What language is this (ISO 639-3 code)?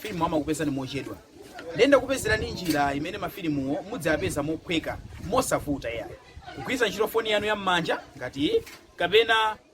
nya